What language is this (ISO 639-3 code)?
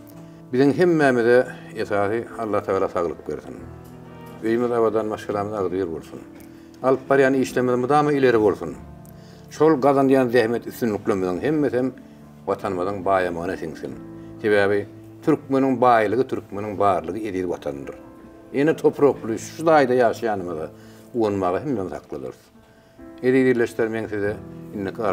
tuk